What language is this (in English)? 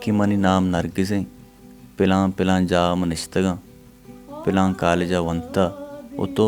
Baluchi